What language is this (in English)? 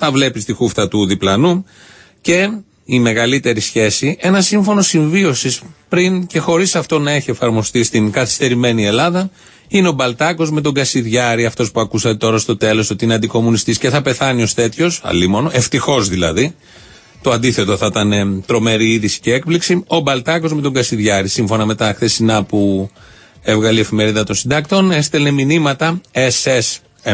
Greek